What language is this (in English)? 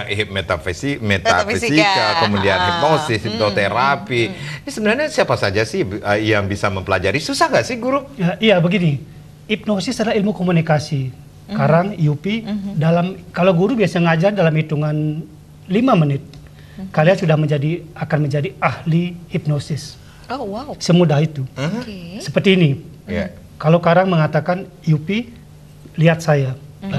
Indonesian